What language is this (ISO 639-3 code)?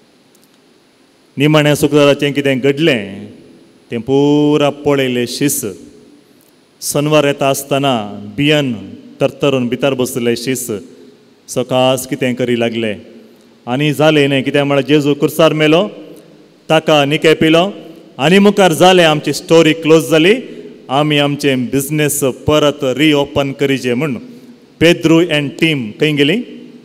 kok